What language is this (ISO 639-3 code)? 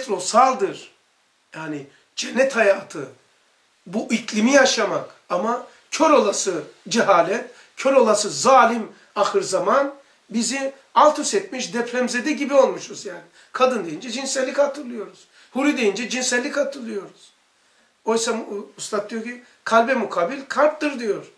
tur